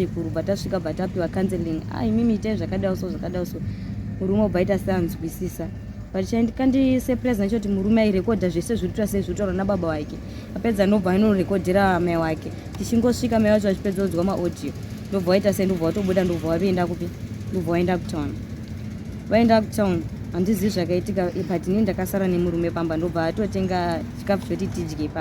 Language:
Shona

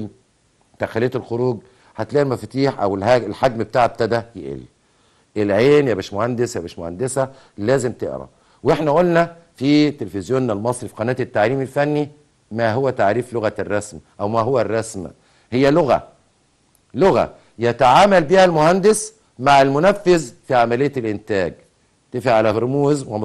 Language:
Egyptian Arabic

